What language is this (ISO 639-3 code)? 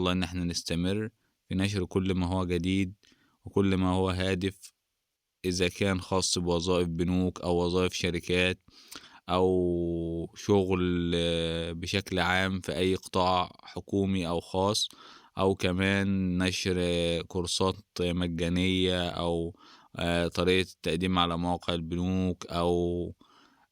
arz